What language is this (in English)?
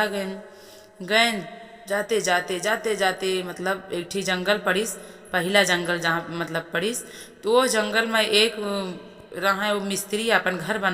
Awadhi